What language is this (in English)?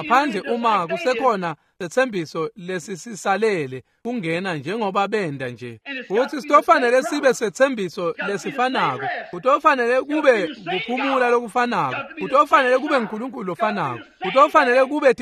Swati